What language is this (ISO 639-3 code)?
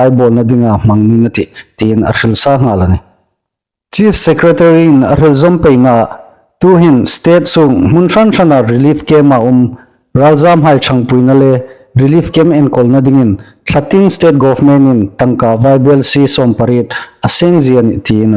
hmr